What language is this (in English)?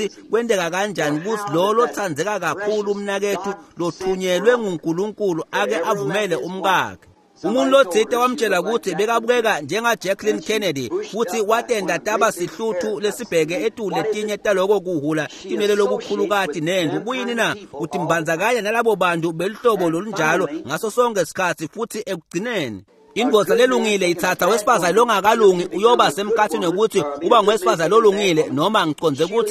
Swati